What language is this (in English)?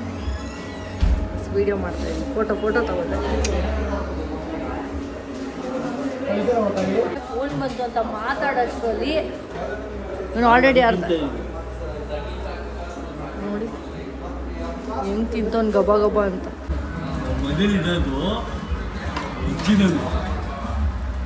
Kannada